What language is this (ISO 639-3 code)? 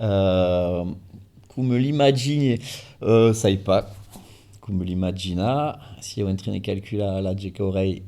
oci